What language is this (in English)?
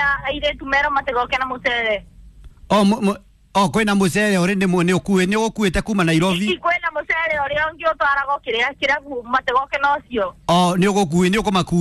Kikuyu